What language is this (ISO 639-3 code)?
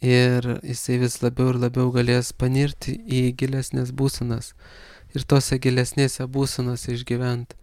lit